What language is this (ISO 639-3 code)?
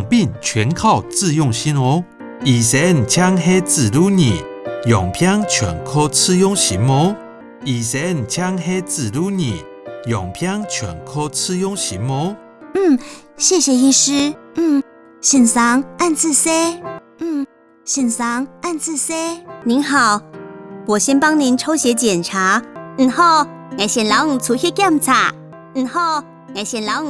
hak